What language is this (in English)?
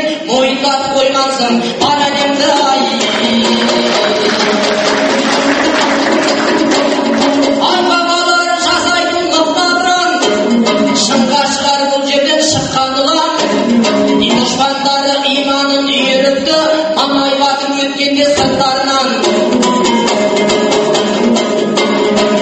Kazakh